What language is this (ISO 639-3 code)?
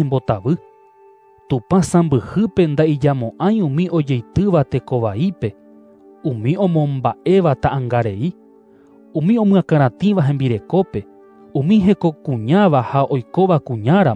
grn